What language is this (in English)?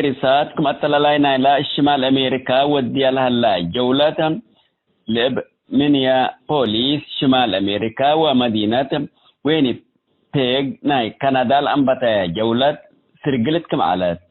Tigre